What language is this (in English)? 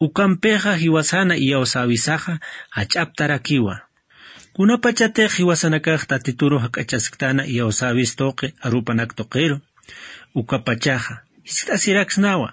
Aymara